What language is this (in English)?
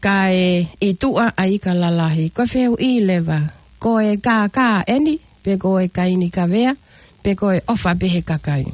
Tongan